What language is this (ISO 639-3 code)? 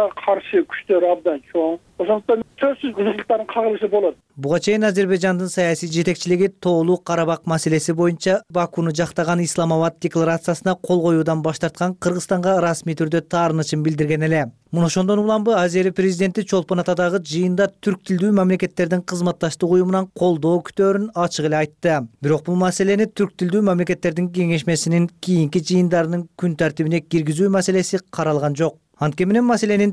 kir